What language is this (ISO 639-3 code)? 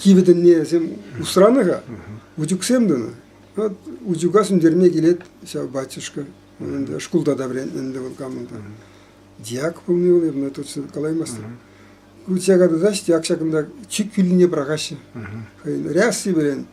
chv